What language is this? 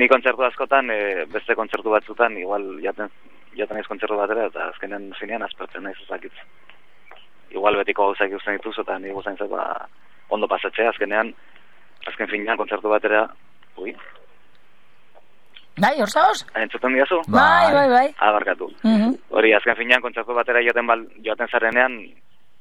Basque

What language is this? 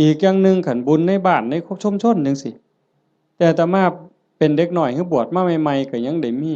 Northeastern Thai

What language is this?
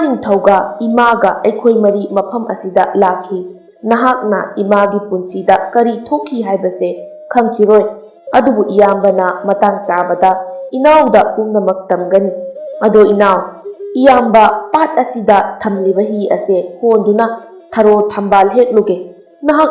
Manipuri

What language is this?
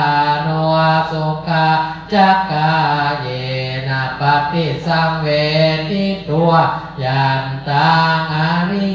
Pali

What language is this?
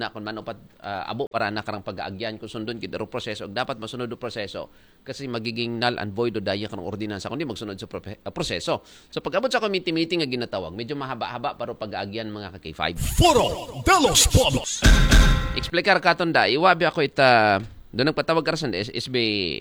Aklanon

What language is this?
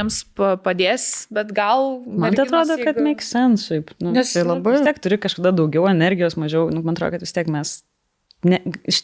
Lithuanian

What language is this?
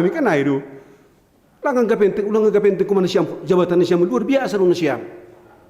Batak Simalungun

